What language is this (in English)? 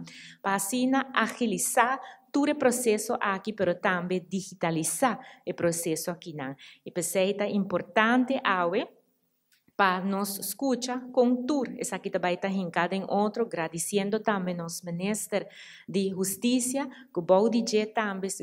Papiamento